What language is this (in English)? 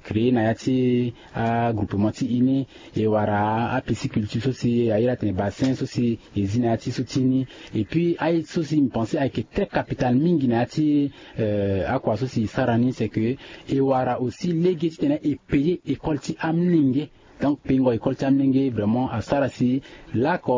Sango